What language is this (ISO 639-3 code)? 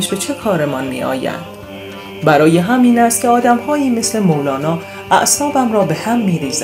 fas